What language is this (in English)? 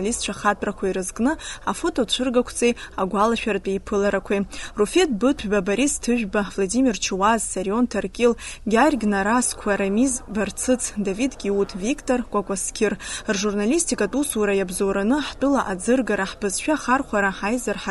Abkhazian